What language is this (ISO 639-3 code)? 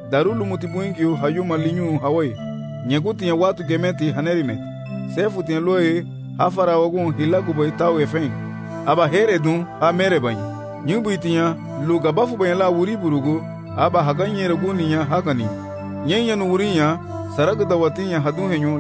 cab